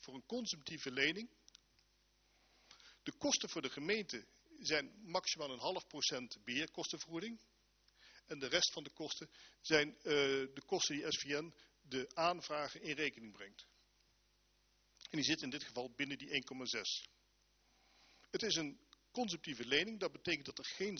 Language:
Dutch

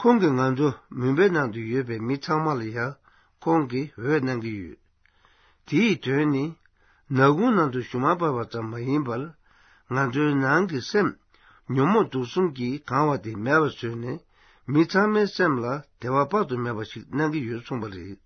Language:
Tibetan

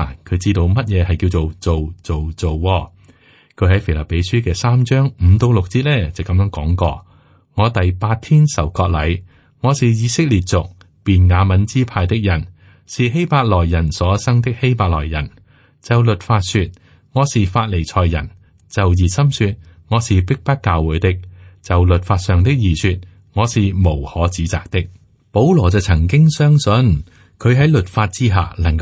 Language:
Cantonese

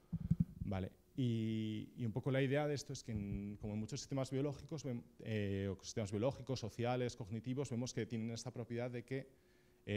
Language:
Spanish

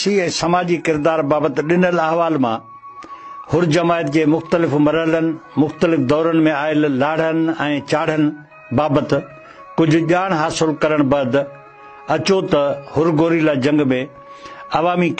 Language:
Sindhi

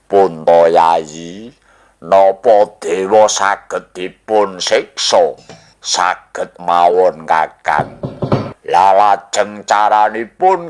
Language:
Javanese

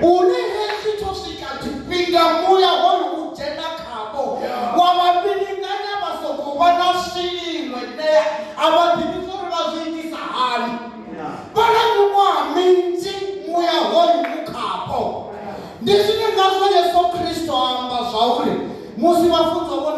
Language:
Venda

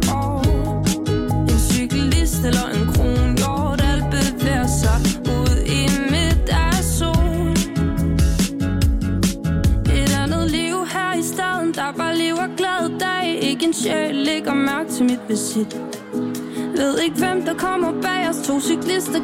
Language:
Danish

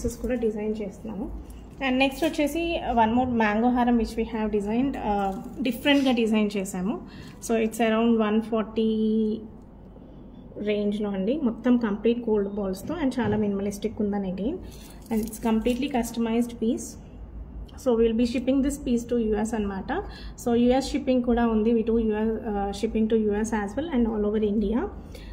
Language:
Telugu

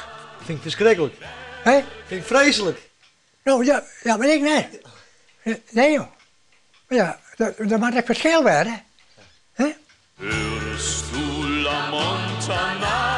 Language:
Western Frisian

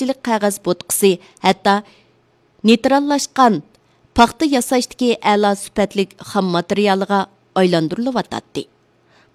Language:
Uyghur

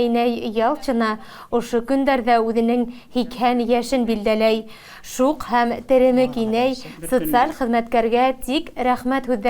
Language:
Bashkir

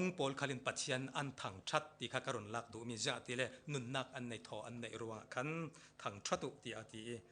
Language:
Falam Chin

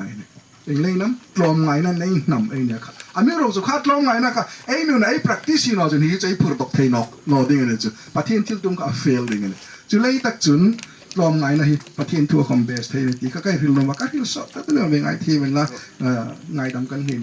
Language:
Hmar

